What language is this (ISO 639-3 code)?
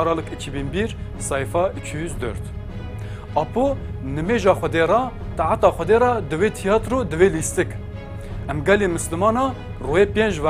kur